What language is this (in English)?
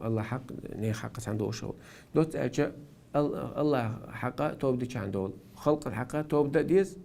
Chechen